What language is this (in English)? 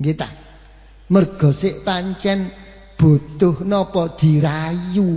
Javanese